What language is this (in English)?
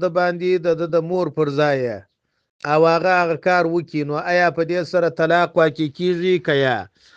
Pashto